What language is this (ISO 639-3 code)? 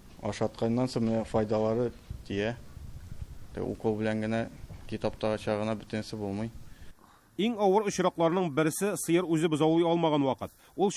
tat